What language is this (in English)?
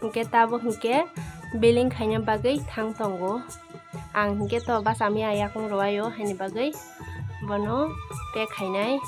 Kok Borok